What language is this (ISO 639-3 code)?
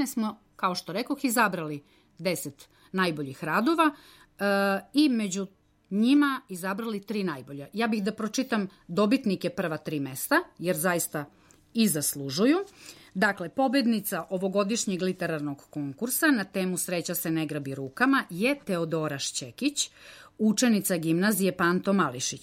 srp